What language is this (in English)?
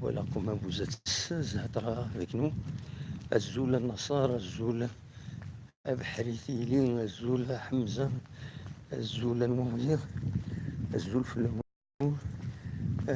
Kabyle